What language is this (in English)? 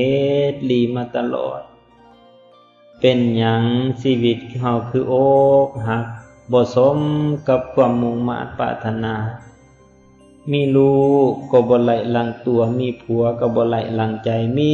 Lao